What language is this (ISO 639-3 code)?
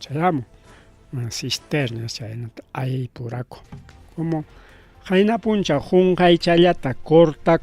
quy